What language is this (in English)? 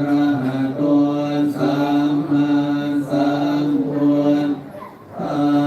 Pali